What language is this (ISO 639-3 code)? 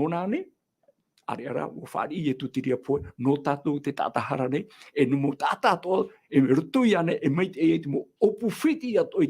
tah